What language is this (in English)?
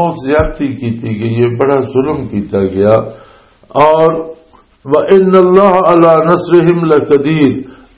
Western Panjabi